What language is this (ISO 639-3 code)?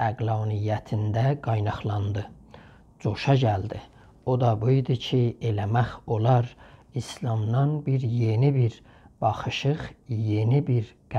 azb